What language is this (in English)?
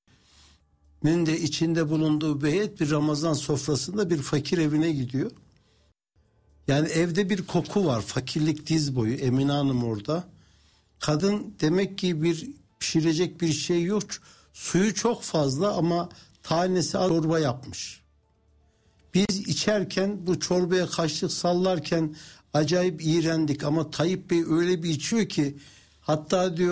Turkish